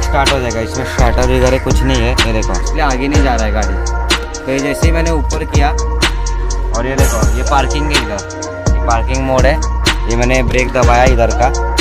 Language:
Hindi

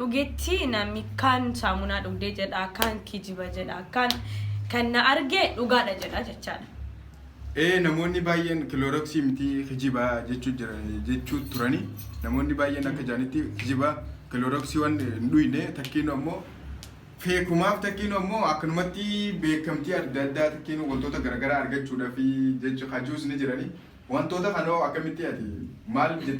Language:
Oromo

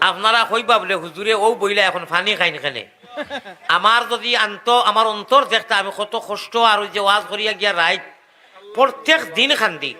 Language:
Sylheti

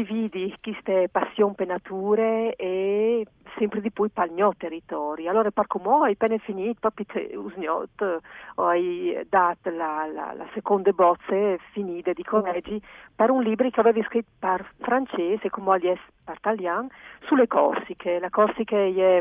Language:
Friulian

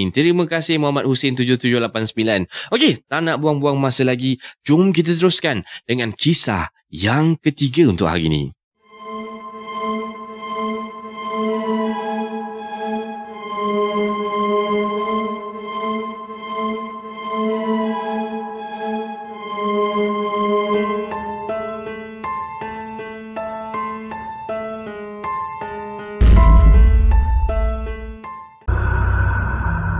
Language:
Malay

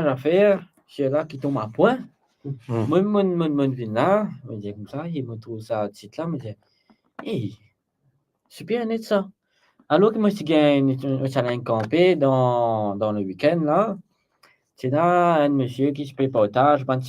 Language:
Morisyen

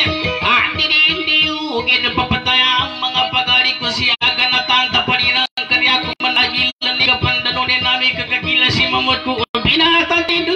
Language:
Indonesian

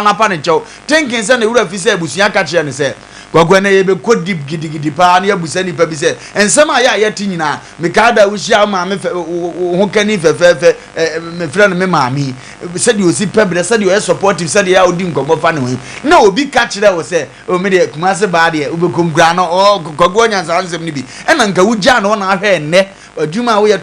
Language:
Akan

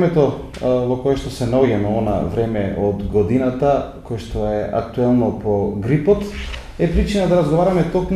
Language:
Macedonian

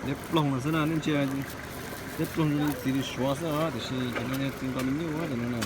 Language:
Hmong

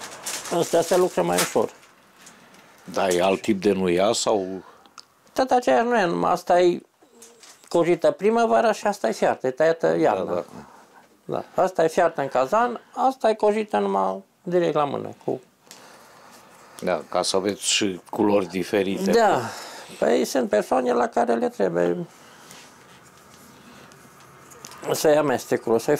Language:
Romanian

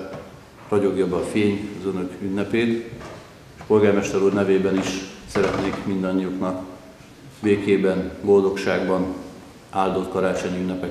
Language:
Hungarian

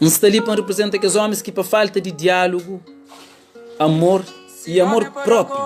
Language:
Kabuverdianu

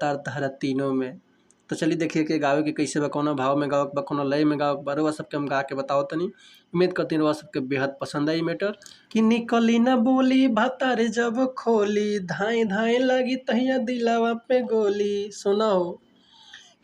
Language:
Bhojpuri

